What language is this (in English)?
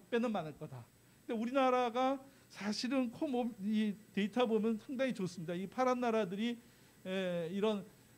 Korean